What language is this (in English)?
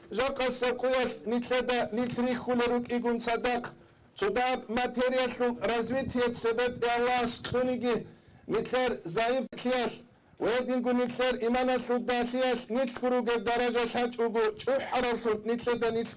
Avaric